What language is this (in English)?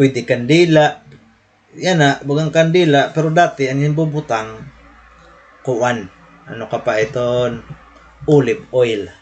Waray